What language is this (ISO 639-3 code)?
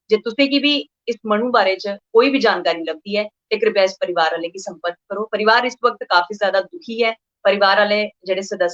doi